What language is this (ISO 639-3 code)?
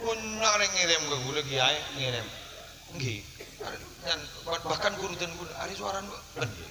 mad